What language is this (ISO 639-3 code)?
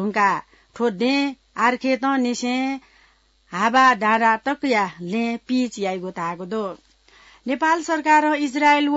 new